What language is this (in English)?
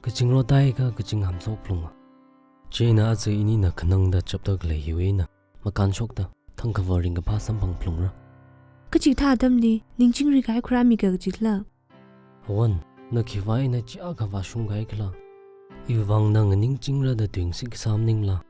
Tangkhul Naga (India)